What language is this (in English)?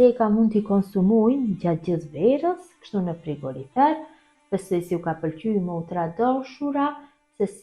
Albanian